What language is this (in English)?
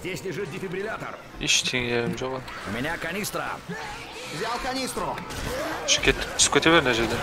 Kara-Kalpak